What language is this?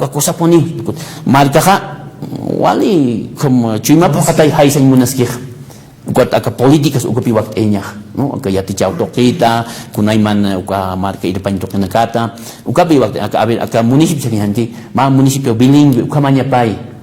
Aymara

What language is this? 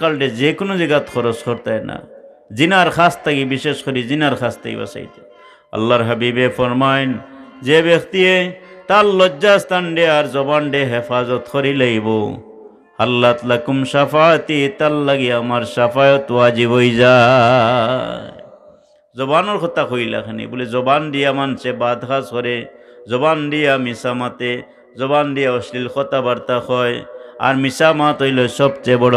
Sylheti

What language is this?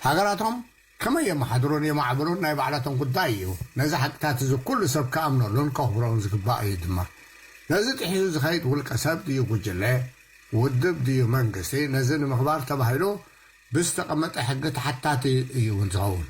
Tigrinya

